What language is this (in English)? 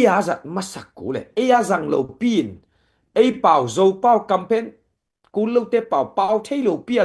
Tedim Chin